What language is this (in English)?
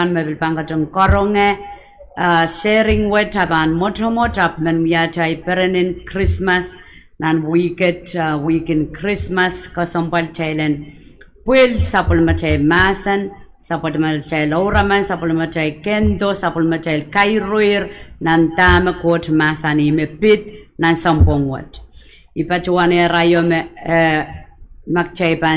Pohnpeian